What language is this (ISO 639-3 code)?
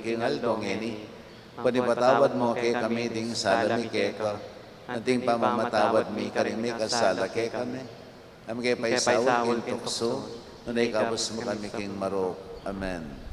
pam